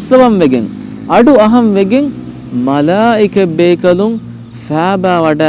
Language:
Divehi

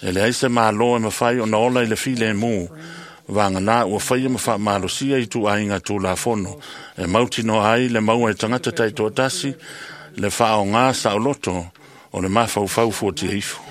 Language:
Samoan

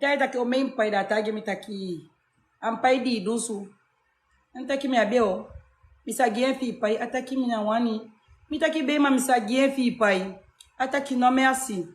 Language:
Sranan Tongo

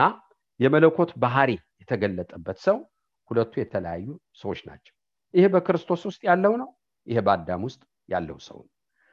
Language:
Amharic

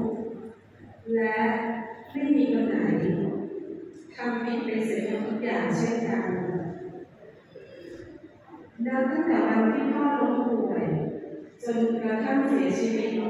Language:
Thai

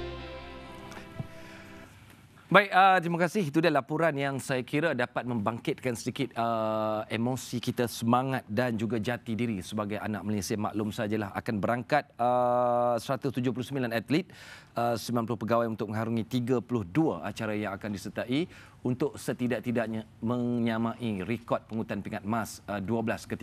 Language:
Malay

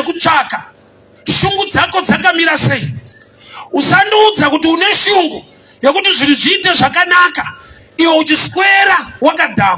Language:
Shona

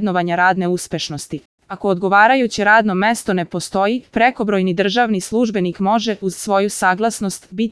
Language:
Serbian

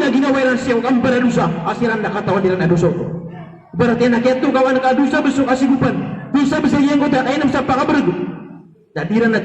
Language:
Maranao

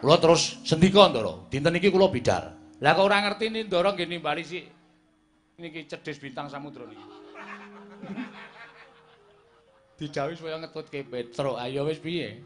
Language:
Javanese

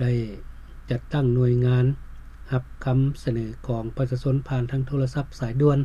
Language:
Lao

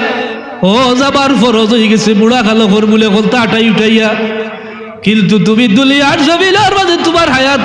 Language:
Sylheti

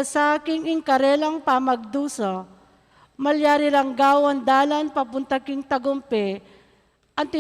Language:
Pampanga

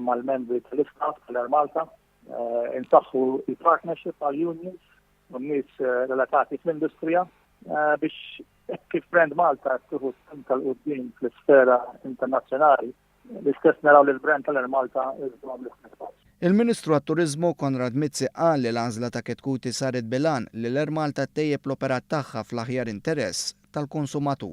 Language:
Maltese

